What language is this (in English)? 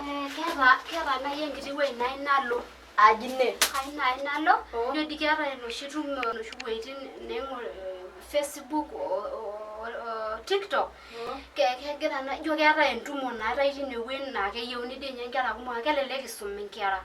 Masai